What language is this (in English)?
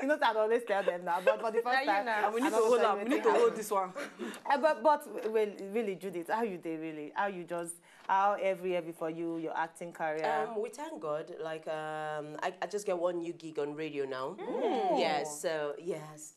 Nigerian Pidgin